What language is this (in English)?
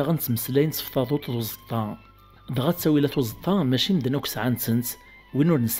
Kabyle